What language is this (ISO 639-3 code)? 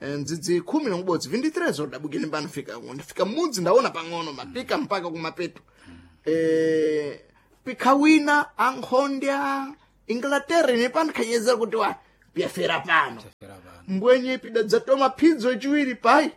seh